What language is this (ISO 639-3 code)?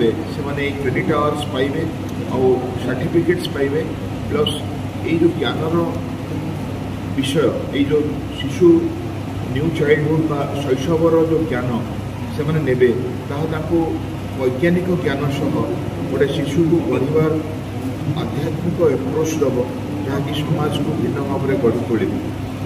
ori